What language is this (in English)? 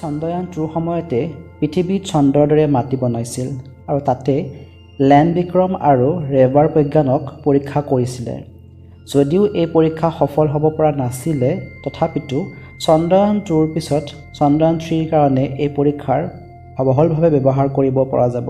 Assamese